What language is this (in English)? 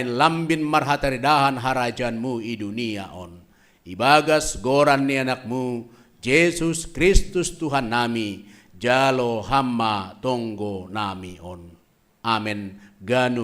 Batak Simalungun